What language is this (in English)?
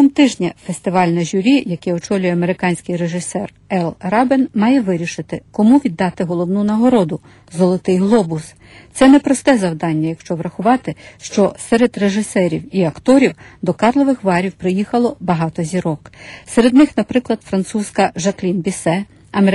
Ukrainian